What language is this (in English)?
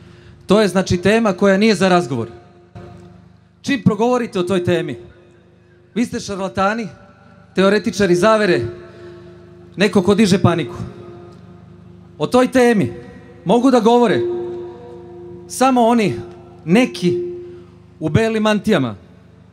Serbian